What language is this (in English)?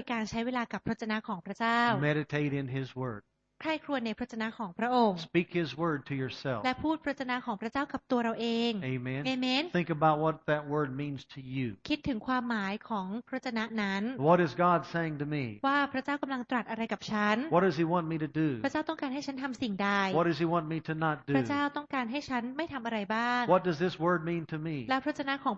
Thai